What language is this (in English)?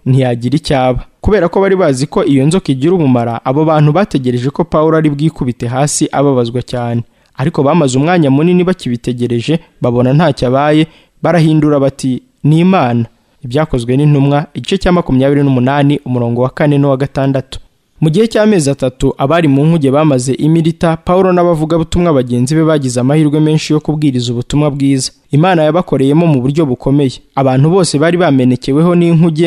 Kinyarwanda